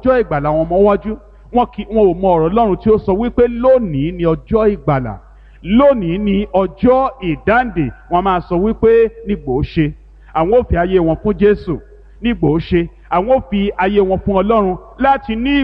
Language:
Yoruba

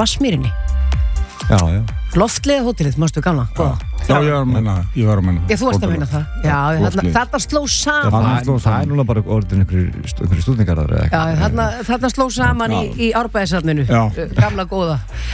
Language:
Icelandic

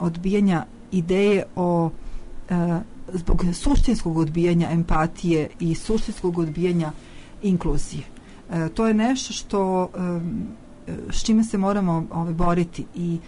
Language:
Serbian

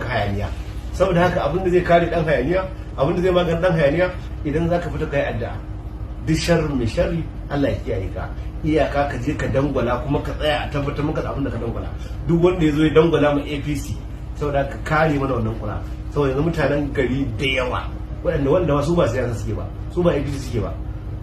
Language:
Hausa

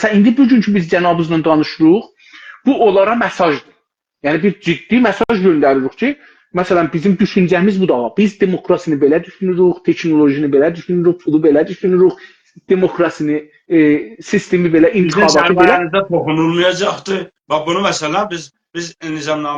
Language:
South Azerbaijani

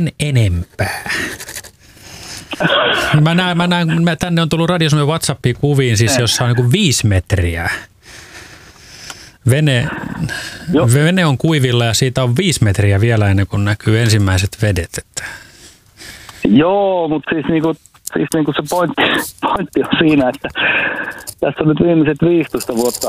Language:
Finnish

